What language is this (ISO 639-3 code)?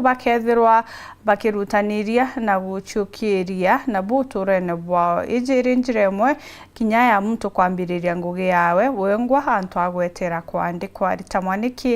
mer